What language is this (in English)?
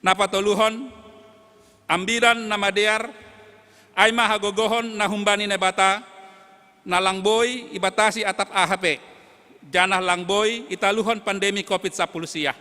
Batak Simalungun